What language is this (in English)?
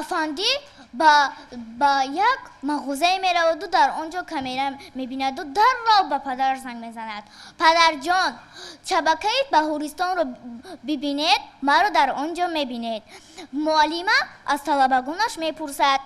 Tajik